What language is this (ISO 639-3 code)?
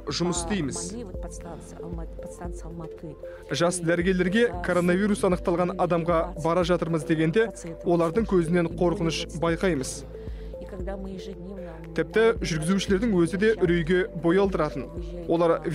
kaz